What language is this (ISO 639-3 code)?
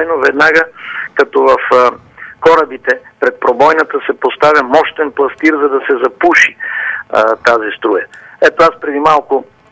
bul